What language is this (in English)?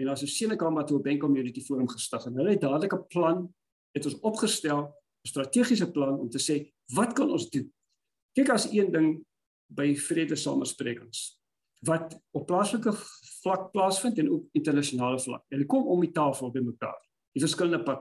Afrikaans